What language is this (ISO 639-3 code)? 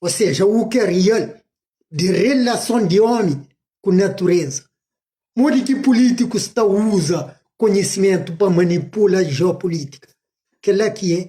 kea